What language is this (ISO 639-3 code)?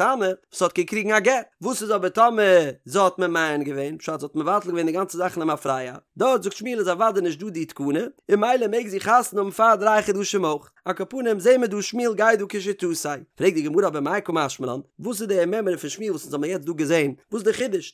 yid